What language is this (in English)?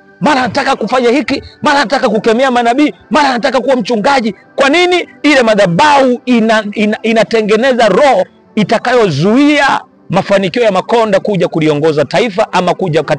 Swahili